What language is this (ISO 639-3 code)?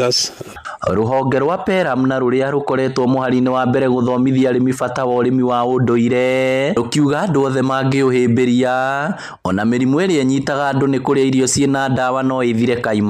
kik